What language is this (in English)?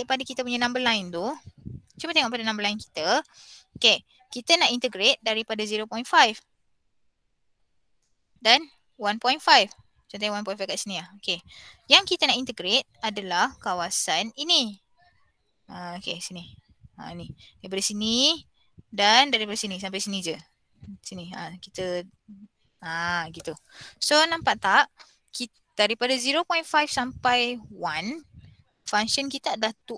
Malay